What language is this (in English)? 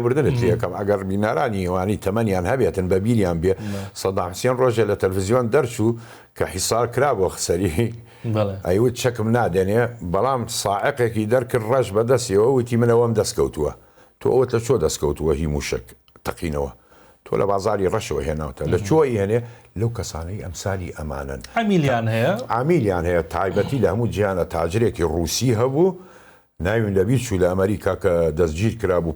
Central Kurdish